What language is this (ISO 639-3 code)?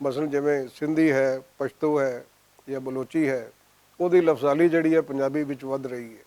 lah